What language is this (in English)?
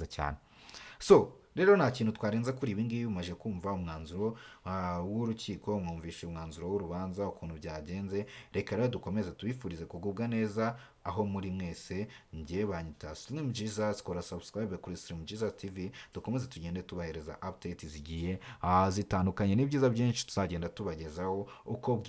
Kinyarwanda